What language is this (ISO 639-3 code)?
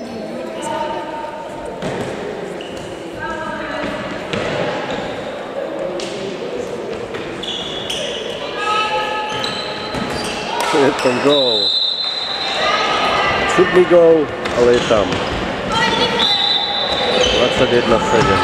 slk